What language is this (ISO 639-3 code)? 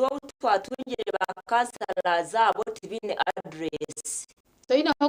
nyn